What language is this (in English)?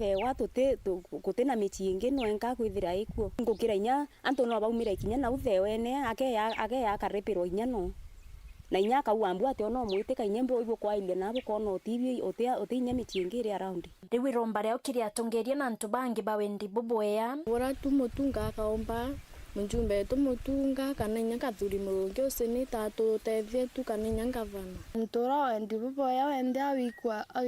Meru